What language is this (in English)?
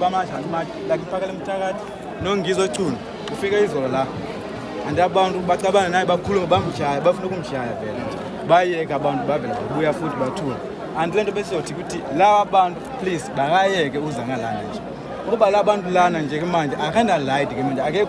Zulu